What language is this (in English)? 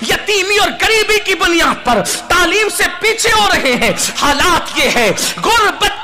Urdu